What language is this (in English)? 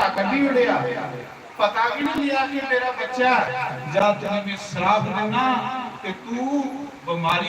Dogri